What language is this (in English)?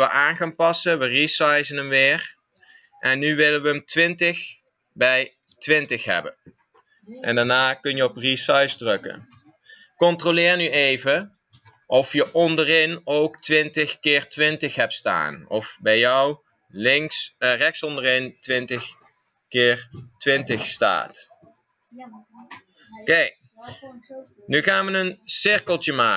Dutch